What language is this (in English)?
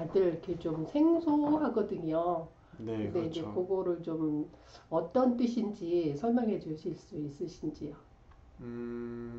Korean